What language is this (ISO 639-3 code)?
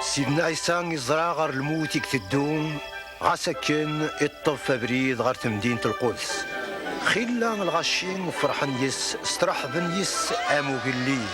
kab